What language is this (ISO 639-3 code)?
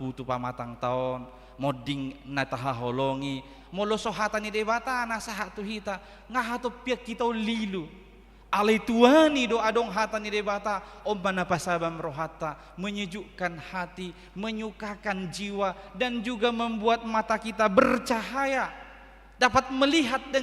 bbc